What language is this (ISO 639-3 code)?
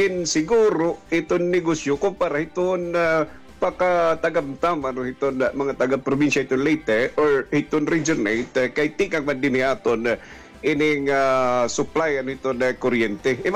war